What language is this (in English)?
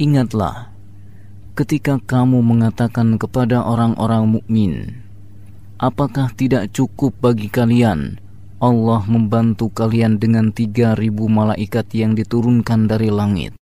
Indonesian